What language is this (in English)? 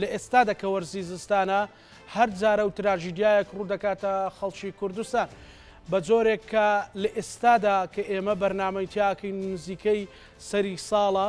Central Kurdish